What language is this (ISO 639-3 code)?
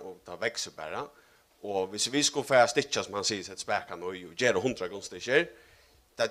fao